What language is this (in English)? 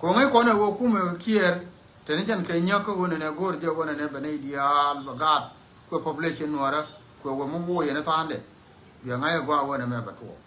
Nuer